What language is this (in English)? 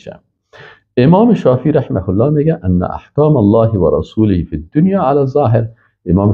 Persian